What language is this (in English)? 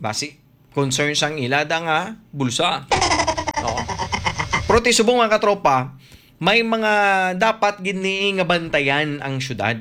Hiligaynon